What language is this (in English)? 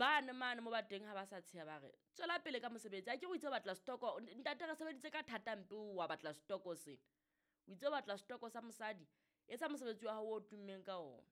Southern Sotho